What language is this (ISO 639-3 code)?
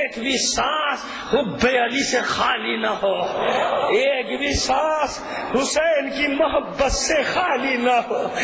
urd